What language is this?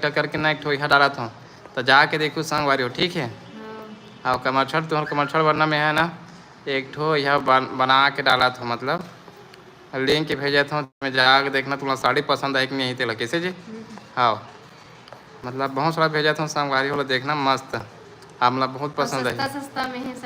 Chhattisgarhi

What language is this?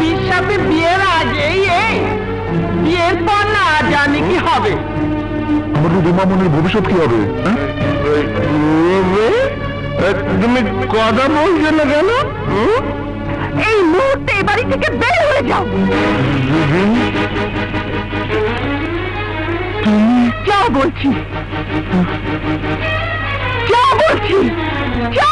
Bangla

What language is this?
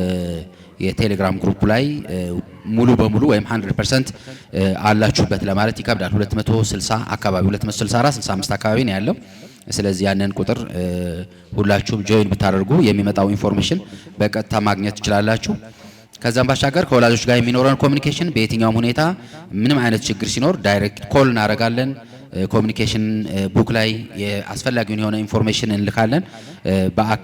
Amharic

